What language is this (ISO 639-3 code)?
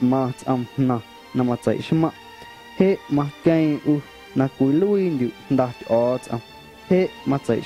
amu